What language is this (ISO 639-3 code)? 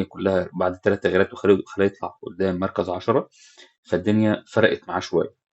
arz